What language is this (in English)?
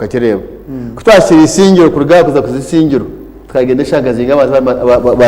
Nyankole